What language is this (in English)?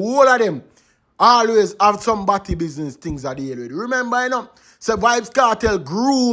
Jamaican Creole English